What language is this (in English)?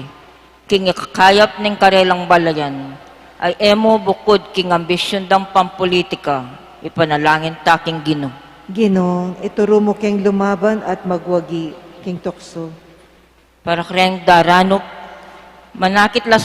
Pampanga